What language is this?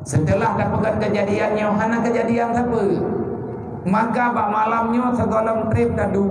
Achinese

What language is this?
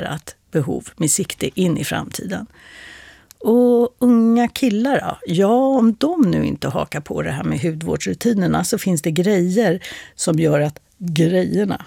Swedish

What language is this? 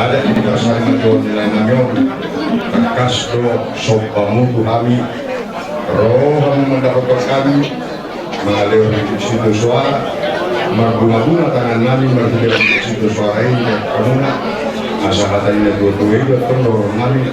Batak Toba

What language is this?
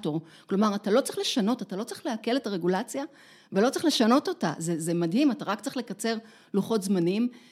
Hebrew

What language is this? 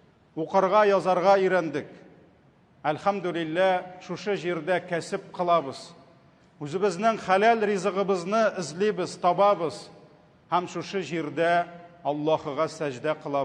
Tatar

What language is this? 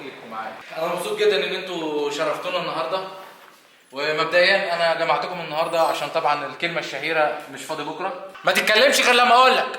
Egyptian Arabic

